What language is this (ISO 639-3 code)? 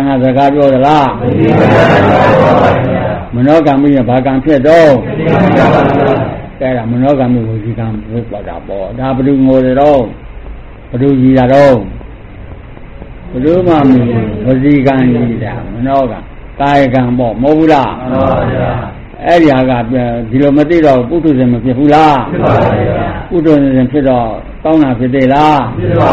mya